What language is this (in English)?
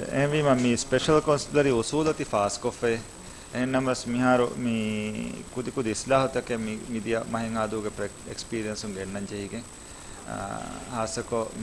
Divehi